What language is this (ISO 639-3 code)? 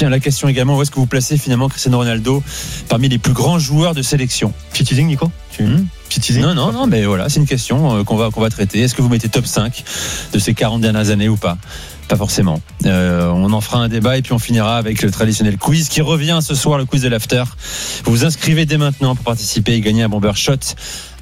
fra